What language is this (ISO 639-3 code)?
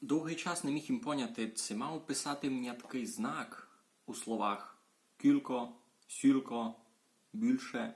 rue